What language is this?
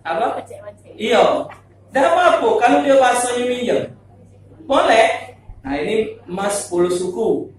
Musi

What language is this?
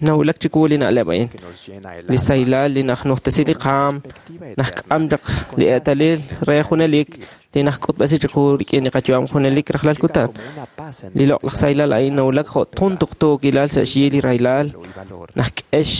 Kekchí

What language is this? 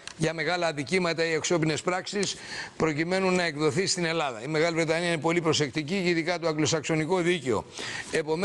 Greek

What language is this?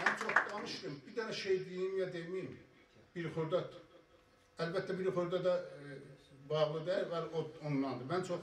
South Azerbaijani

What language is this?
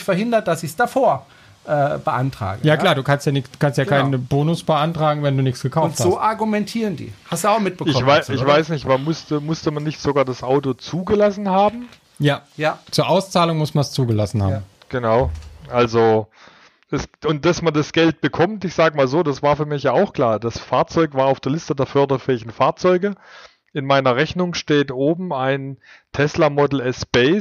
German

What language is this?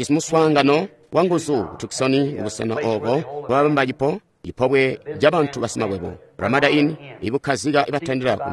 Tonga (Zambia)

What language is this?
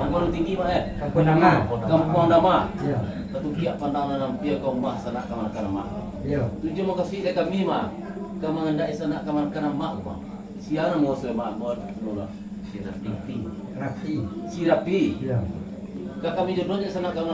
Minangkabau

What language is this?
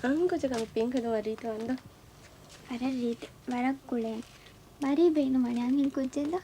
Divehi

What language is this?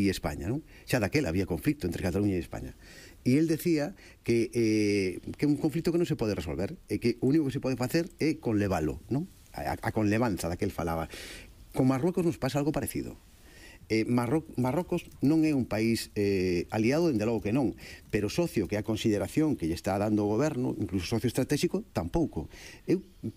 Galician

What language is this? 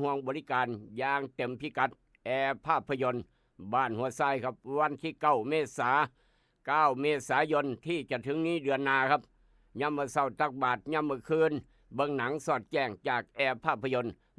Northeastern Thai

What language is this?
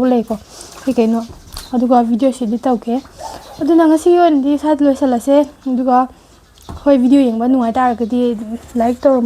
Manipuri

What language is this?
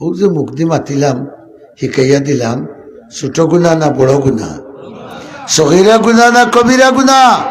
Sylheti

